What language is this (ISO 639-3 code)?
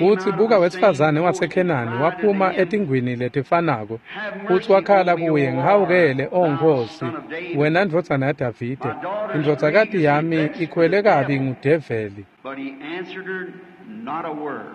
ssw